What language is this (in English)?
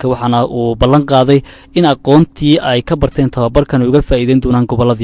Somali